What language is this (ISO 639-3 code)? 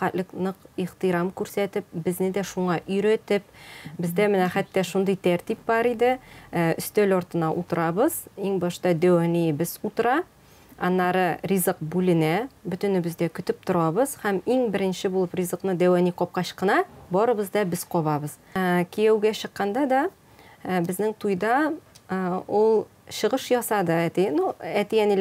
tat